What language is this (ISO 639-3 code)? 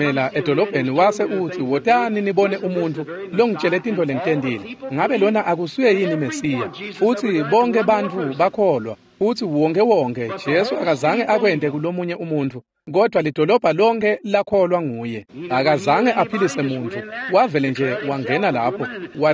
ssw